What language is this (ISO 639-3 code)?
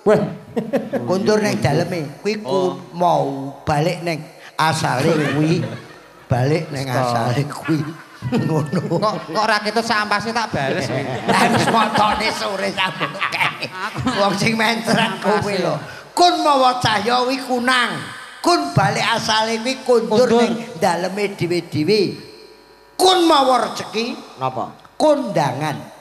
jav